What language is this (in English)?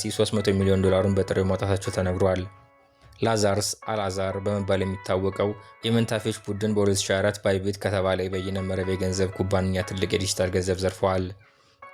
Amharic